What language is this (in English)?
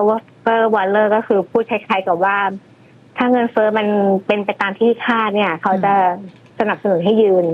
Thai